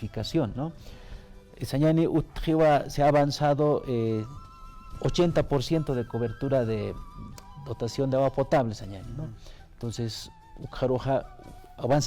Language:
Aymara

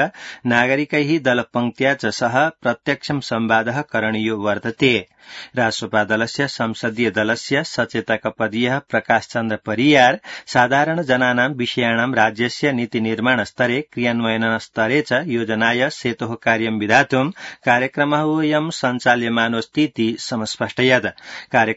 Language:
Sanskrit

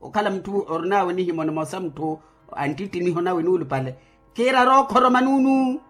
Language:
Makhuwa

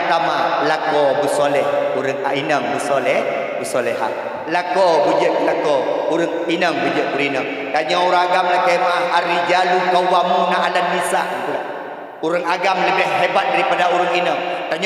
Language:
Achinese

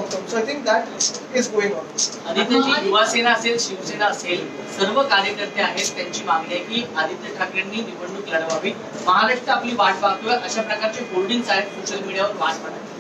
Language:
Marathi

